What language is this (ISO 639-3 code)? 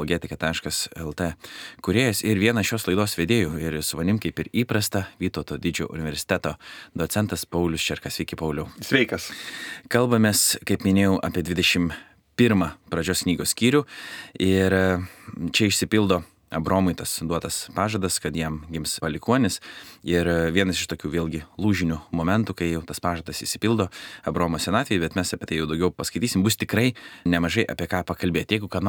lit